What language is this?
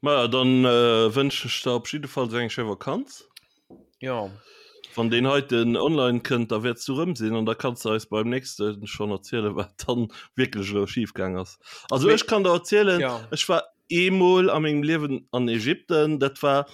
Luxembourgish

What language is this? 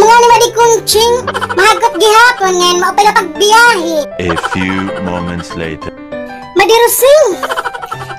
Waray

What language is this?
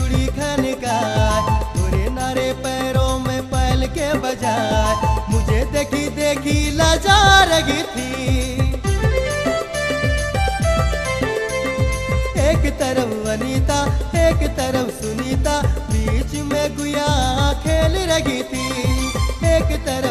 Sadri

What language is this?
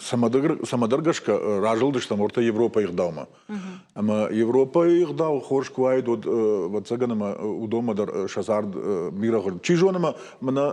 Ossetic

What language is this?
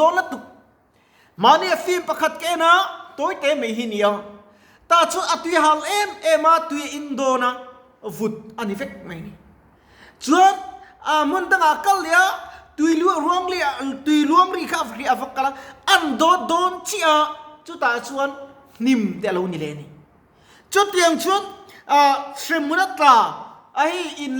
Mizo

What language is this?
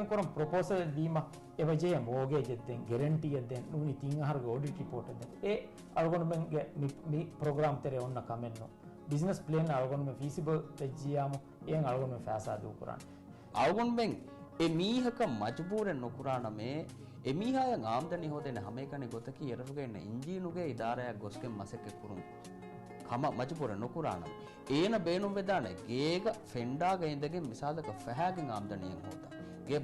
Divehi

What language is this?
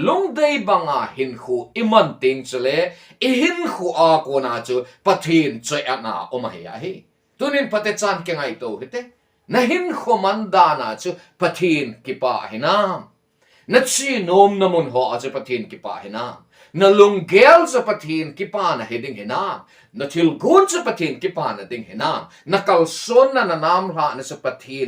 Thado Chin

